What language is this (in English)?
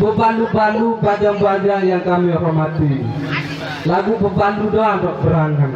Sasak